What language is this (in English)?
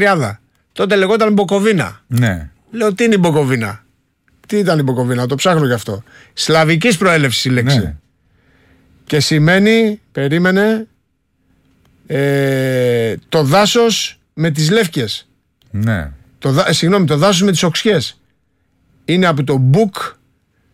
Greek